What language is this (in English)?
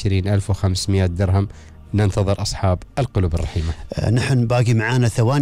Gulf Arabic